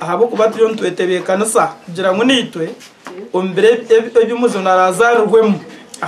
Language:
Nyankole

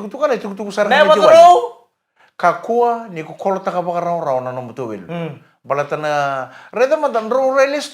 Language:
Fijian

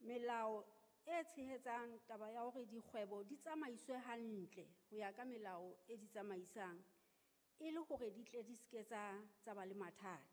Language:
Southern Sotho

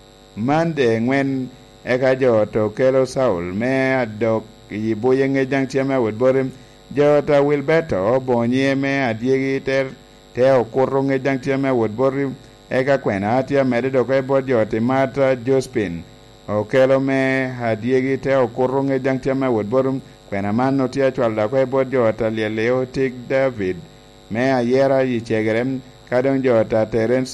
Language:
Lango (Uganda)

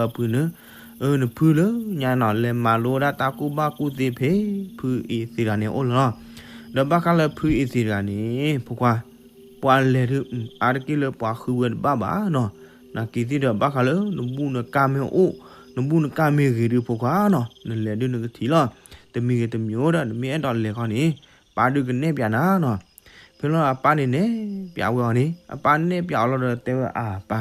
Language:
S'gaw Karen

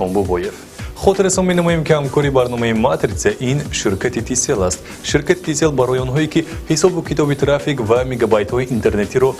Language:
Tajik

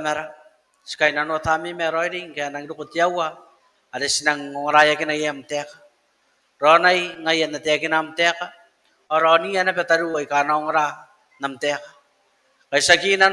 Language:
Gilbertese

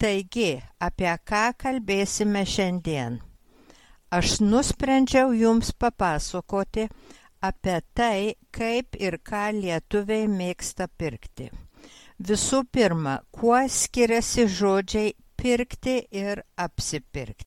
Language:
Lithuanian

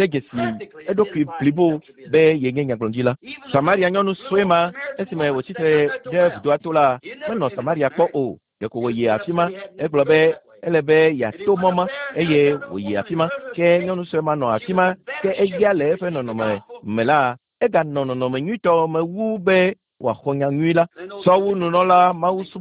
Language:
Ewe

